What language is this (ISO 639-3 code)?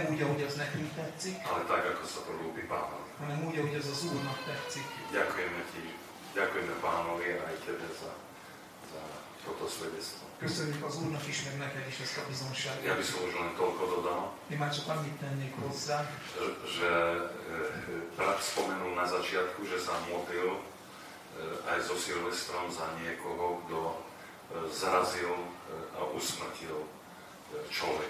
slk